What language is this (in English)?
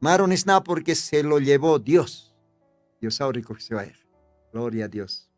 Aymara